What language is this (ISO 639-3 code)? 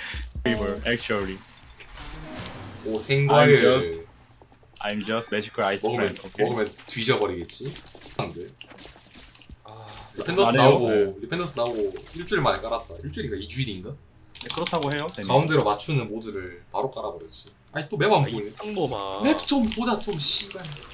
kor